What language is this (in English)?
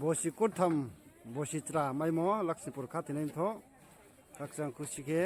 Riang (India)